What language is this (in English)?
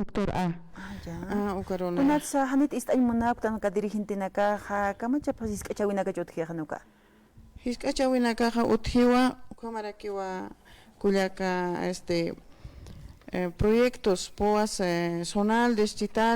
Aymara